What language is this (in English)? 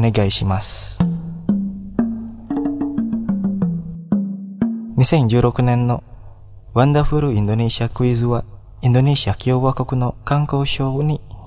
Japanese